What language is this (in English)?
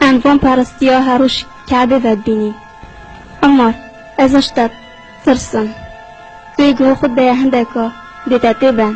Kurdish